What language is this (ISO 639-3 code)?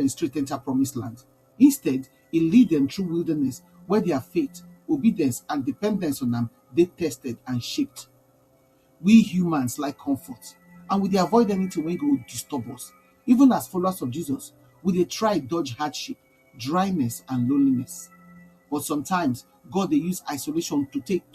pcm